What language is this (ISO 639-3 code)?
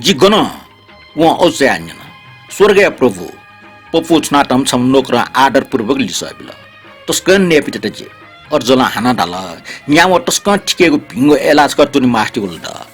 new